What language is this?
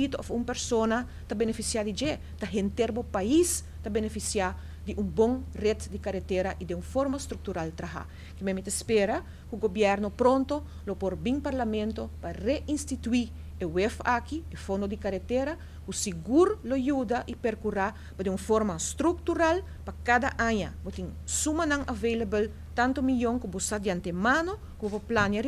Papiamento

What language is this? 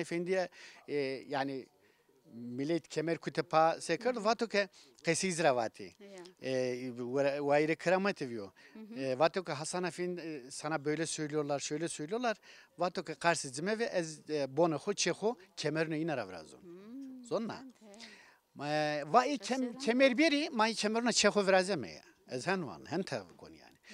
Zaza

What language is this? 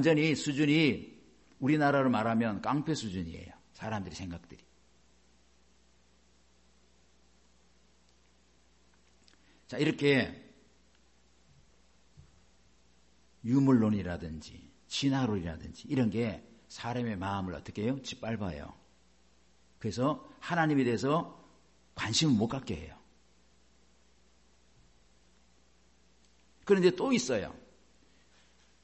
Korean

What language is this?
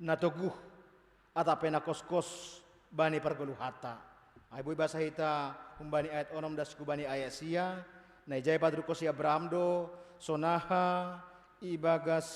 Batak Simalungun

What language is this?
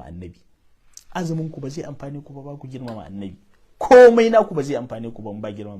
Hausa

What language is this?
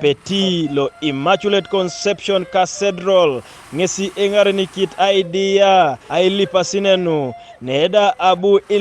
Teso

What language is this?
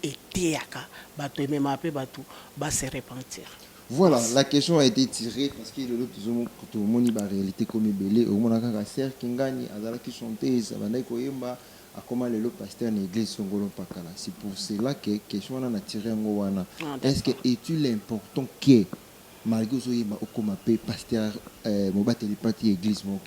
Lingala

